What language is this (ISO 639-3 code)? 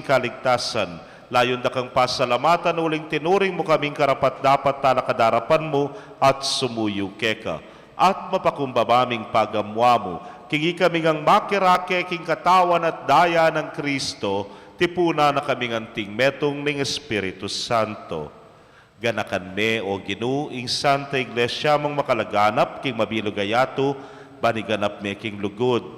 pam